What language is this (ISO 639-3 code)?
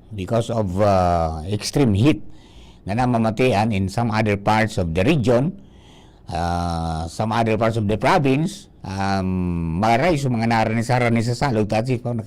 bik